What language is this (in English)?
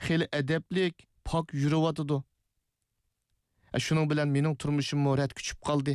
Uyghur